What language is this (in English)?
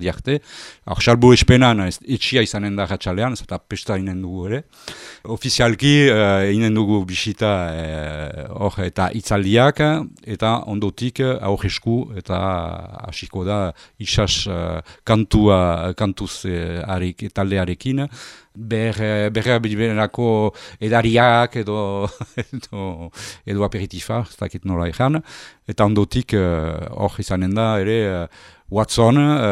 Basque